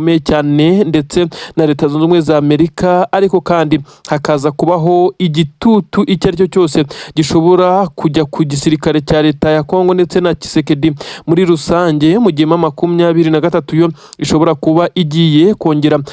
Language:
Kinyarwanda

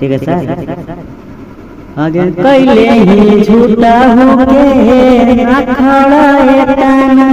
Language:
Magahi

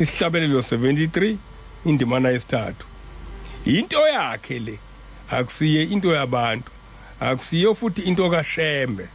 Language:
Zulu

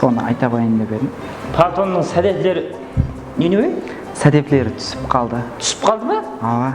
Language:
Kara-Kalpak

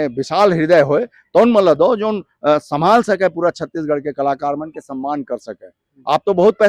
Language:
Chhattisgarhi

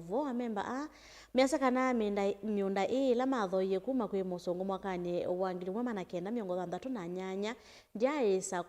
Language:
Kamba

